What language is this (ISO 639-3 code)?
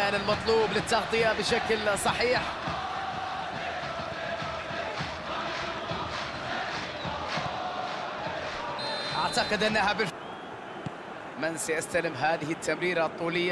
ara